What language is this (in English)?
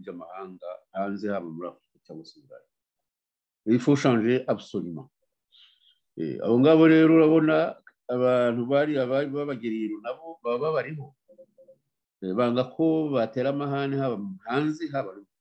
Kinyarwanda